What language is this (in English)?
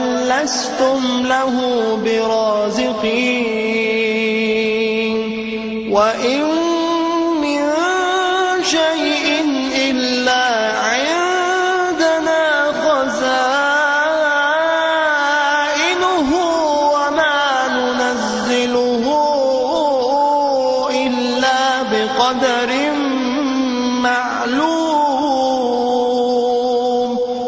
Arabic